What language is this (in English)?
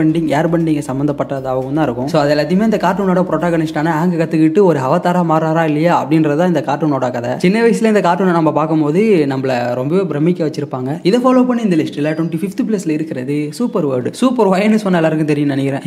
Tamil